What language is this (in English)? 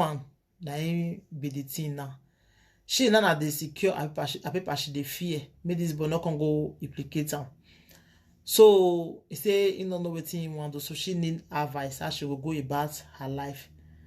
Nigerian Pidgin